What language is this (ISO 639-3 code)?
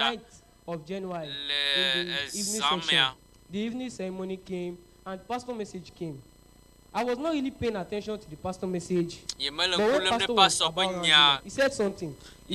ewe